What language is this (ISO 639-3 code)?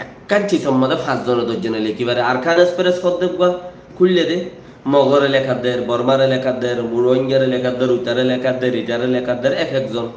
rhg